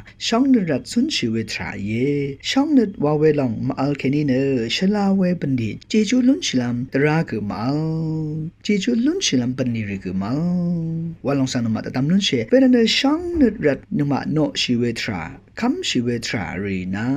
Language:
Rawang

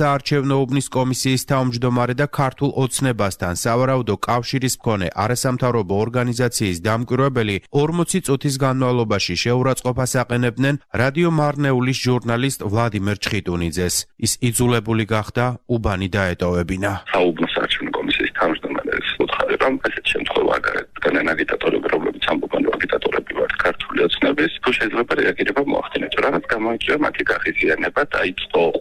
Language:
Georgian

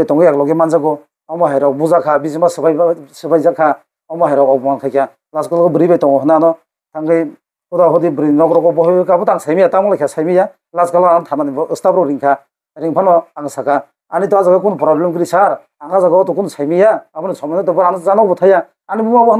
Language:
Kok Borok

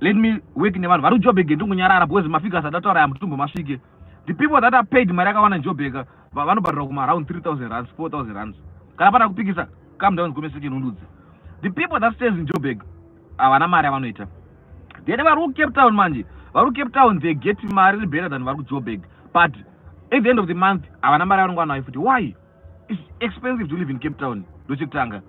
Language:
Shona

